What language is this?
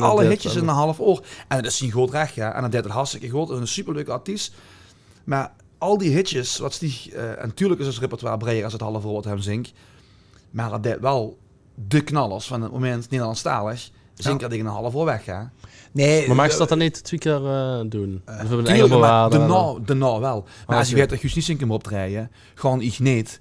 Limburgish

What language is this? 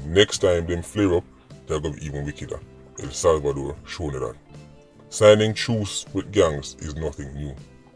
Jamaican Creole English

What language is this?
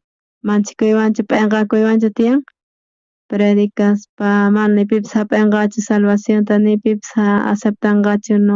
South Bolivian Quechua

